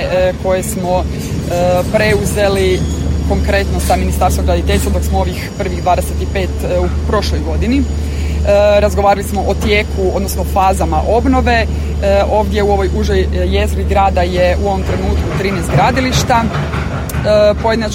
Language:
Croatian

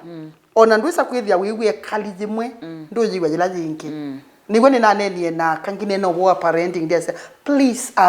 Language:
Kamba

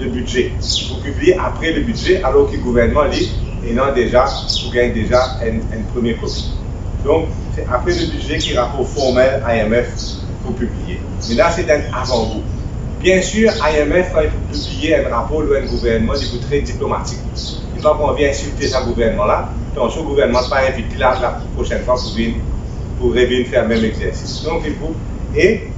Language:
Morisyen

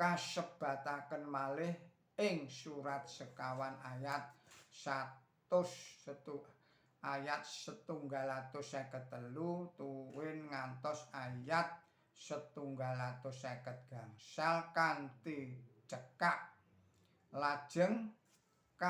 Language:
Javanese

